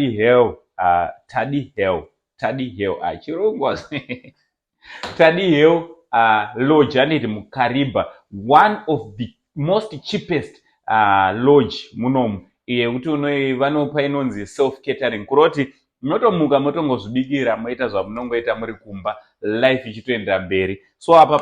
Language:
Shona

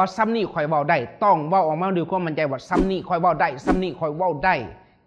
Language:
Lao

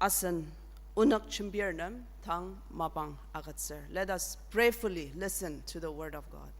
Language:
Ao Naga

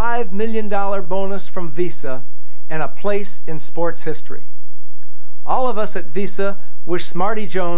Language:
English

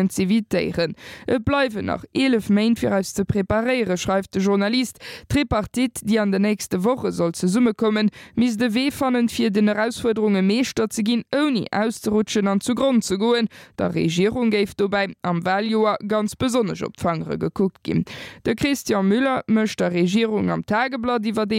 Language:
Luxembourgish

